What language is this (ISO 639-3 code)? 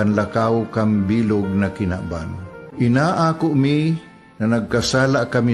bik